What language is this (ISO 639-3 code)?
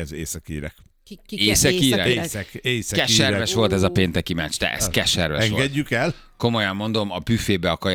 hun